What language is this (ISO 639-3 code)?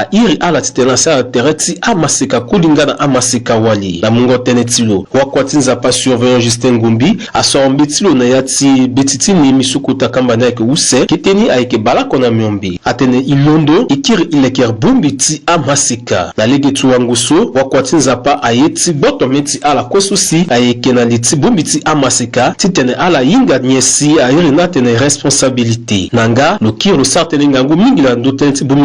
sag